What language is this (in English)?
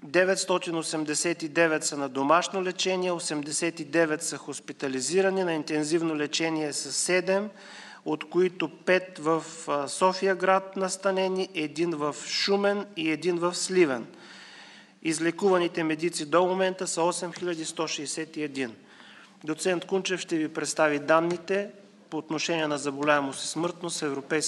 Bulgarian